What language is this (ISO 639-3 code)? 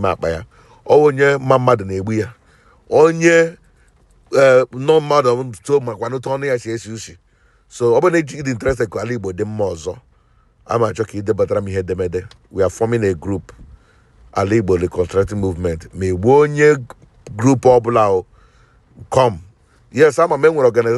ibo